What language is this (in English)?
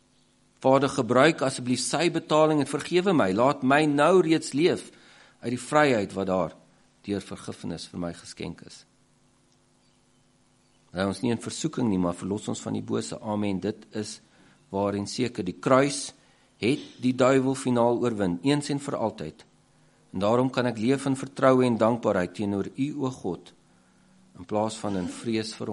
Afrikaans